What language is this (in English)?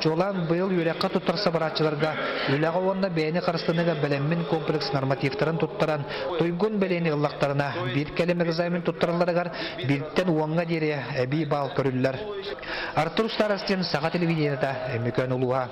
Yakut